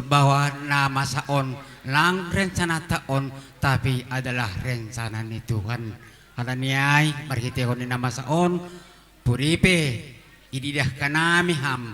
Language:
Batak Simalungun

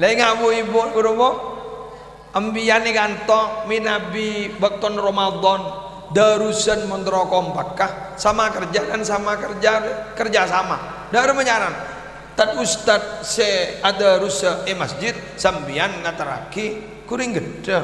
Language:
Madurese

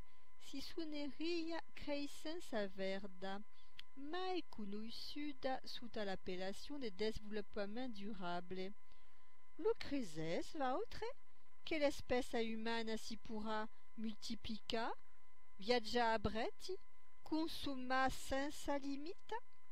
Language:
Occitan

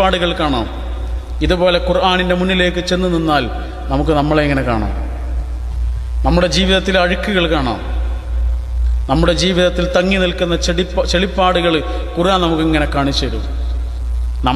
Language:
Malayalam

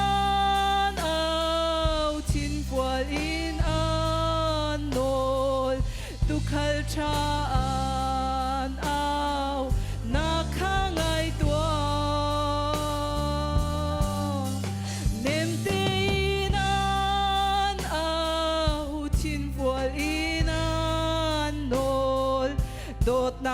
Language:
Hakha Chin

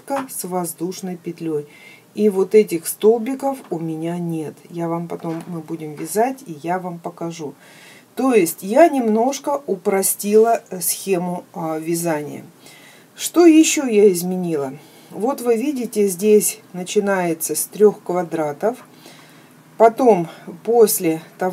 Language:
Russian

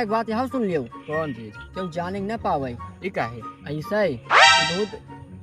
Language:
Awadhi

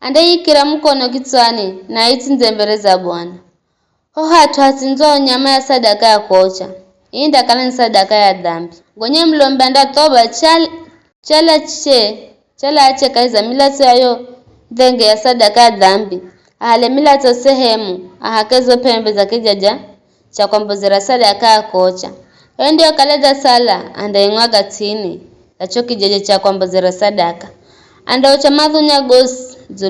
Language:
Giryama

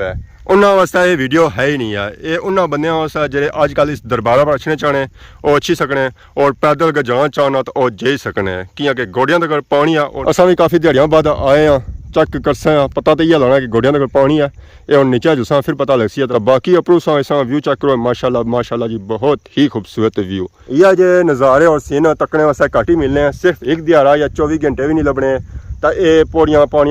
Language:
Pahari-Potwari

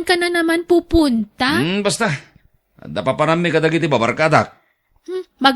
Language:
Iloko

